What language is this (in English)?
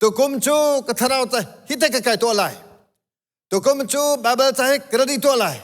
Hakha Chin